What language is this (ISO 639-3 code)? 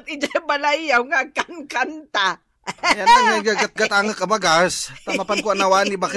ilo